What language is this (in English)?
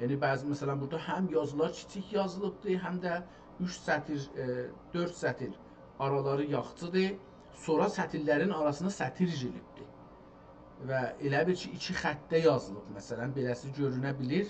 South Azerbaijani